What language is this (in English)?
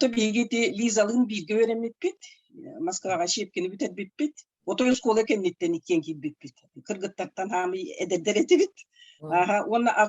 Yakut